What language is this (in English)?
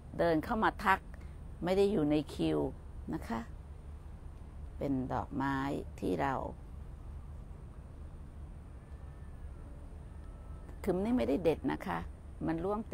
Thai